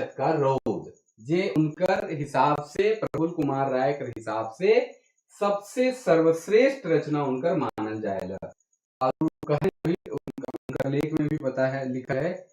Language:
Sadri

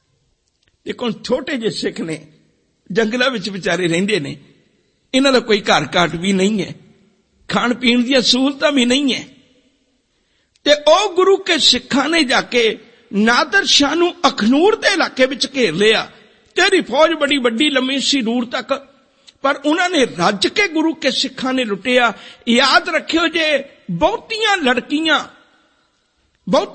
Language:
Punjabi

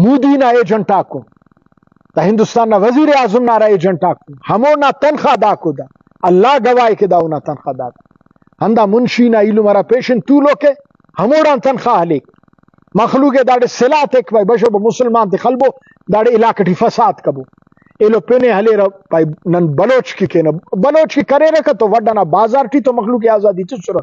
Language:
Brahui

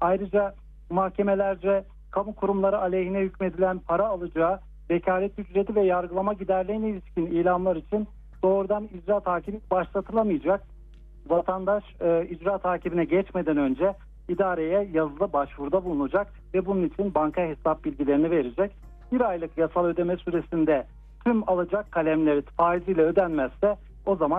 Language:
Turkish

